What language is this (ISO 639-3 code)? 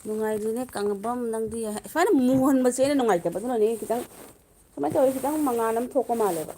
mni